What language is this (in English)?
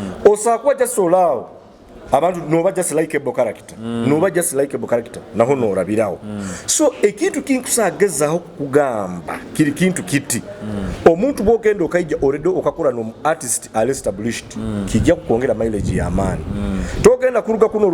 Nyoro